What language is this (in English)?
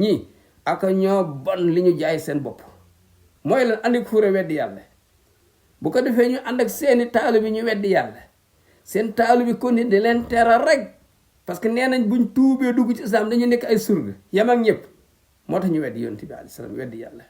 Wolof